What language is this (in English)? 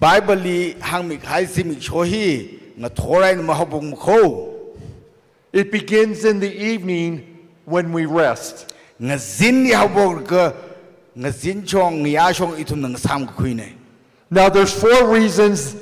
Tangkhul Naga (India)